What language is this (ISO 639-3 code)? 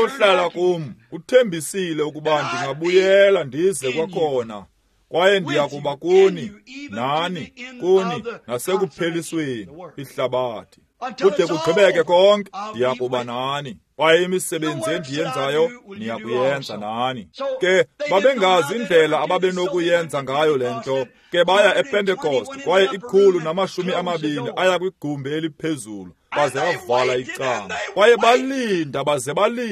xho